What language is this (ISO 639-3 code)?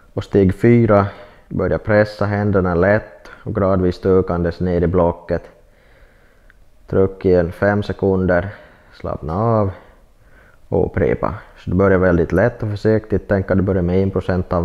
swe